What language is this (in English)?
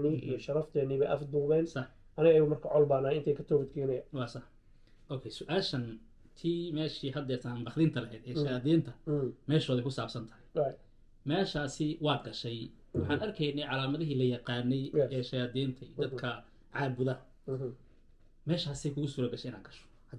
Somali